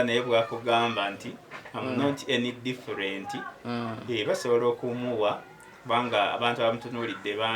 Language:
Ganda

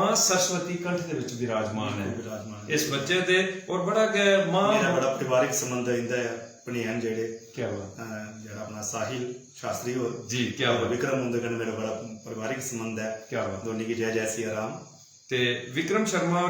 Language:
Dogri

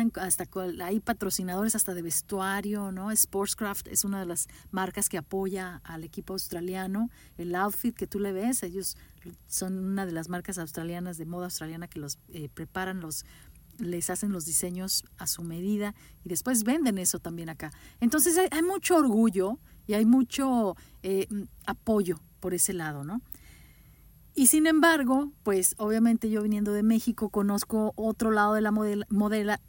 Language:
Spanish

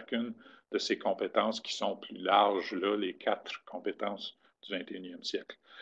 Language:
French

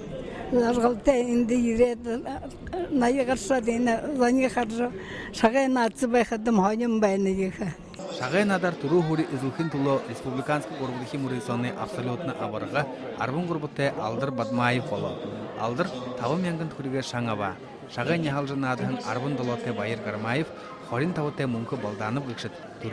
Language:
Buriat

